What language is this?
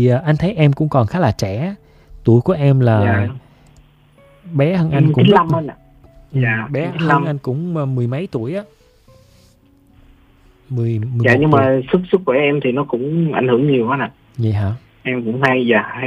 Vietnamese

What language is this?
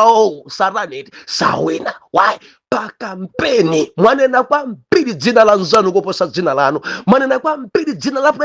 Nyanja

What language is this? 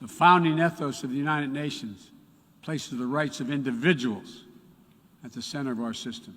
English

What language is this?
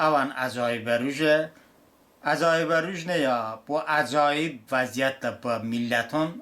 Talysh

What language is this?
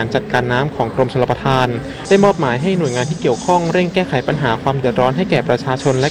Thai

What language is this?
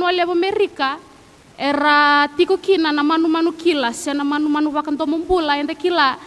Fijian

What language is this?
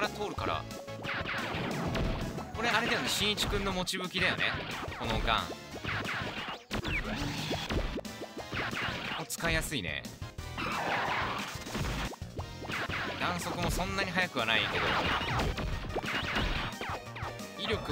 Japanese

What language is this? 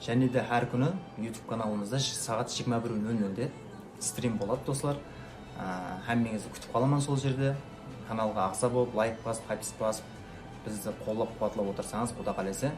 Kara-Kalpak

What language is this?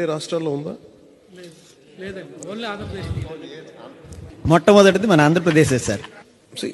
Telugu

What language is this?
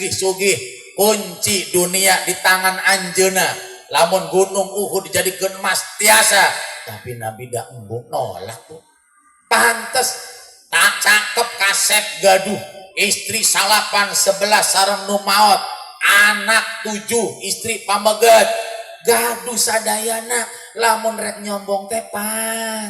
Sundanese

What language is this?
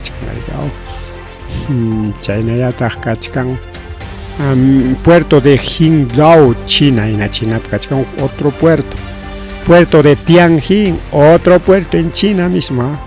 Ayacucho Quechua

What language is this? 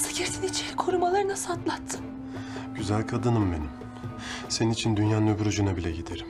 Turkish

